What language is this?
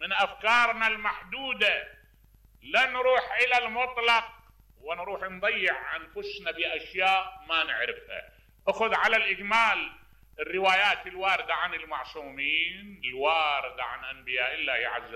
Mesopotamian Arabic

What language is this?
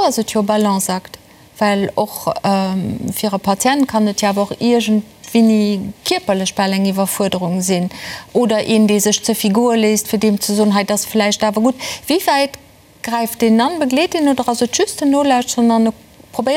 Luxembourgish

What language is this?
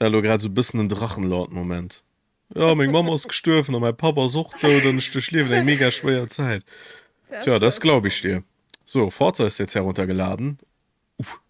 Luxembourgish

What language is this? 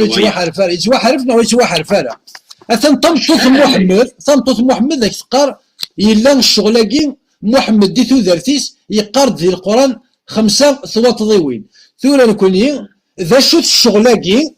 Kabyle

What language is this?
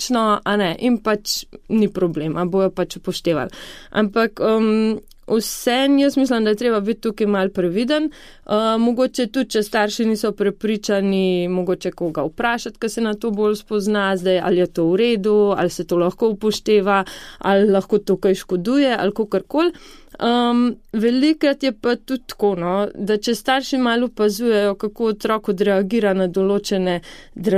Slovenian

